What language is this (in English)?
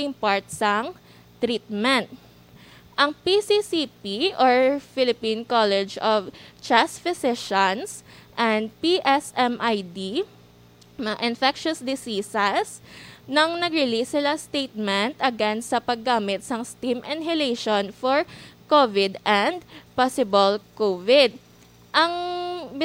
Hiligaynon